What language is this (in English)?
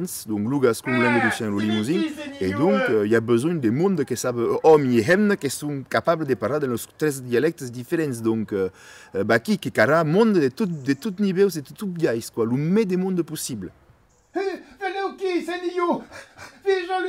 Occitan